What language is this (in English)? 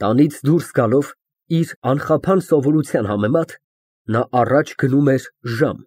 Armenian